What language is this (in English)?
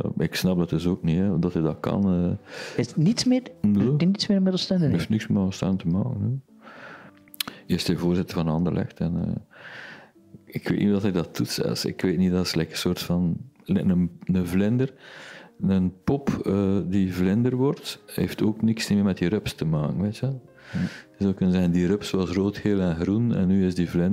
Dutch